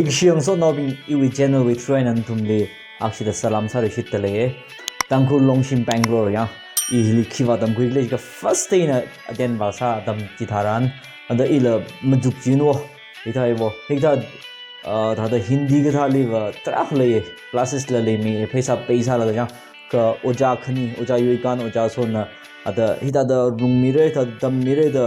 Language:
Tangkhul Naga (India)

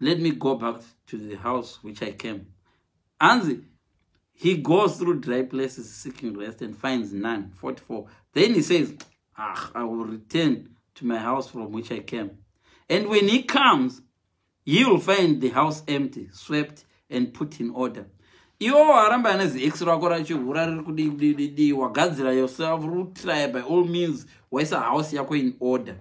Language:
Shona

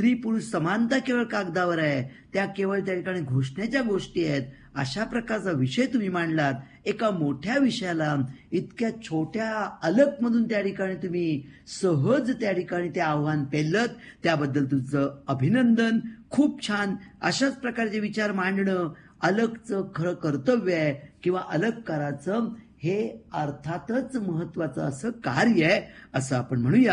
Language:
Marathi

